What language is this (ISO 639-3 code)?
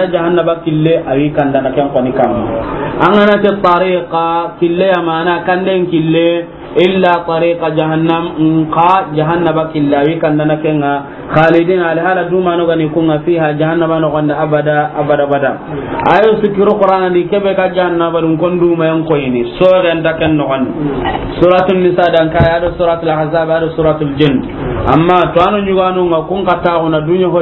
snk